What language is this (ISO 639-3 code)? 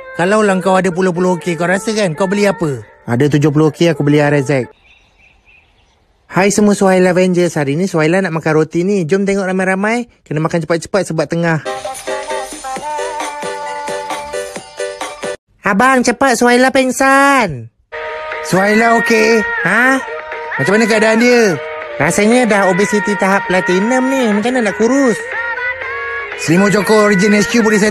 msa